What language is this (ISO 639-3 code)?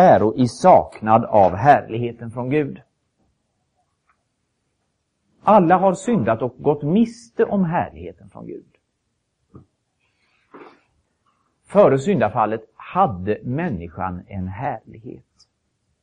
swe